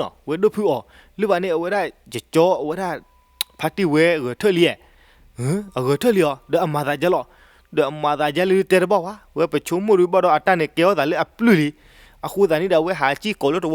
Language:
S'gaw Karen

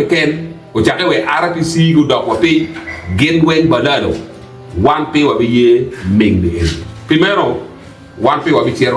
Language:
Acoli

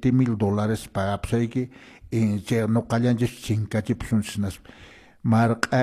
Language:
Quechua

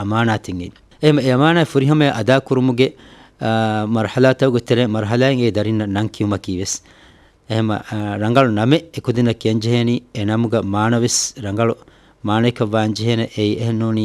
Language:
Divehi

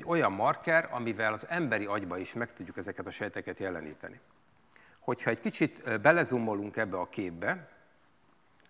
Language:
Hungarian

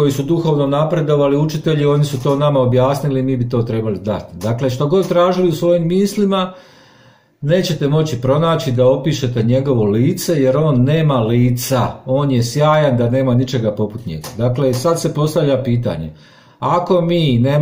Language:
Croatian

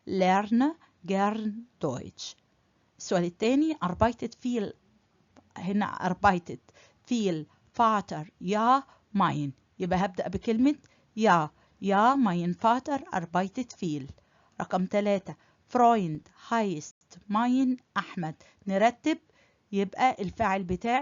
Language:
Egyptian Arabic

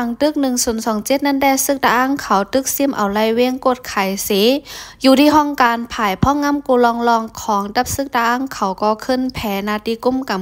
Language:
Shan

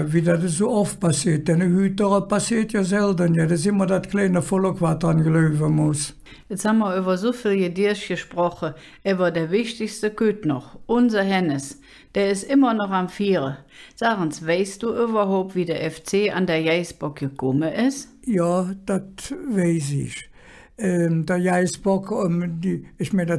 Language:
Colognian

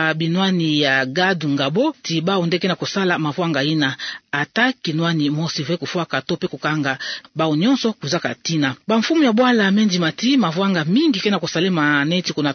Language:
Kituba (Democratic Republic of Congo)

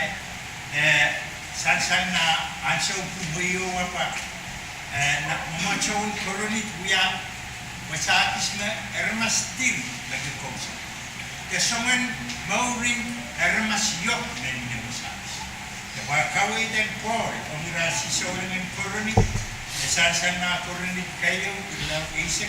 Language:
Pohnpeian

